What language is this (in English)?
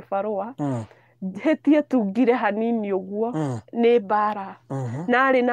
Kikuyu